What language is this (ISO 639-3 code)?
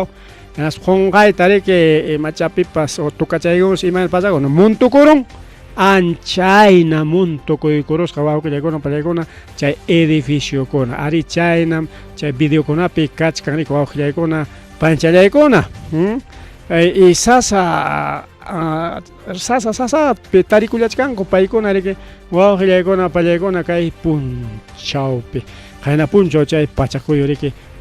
quy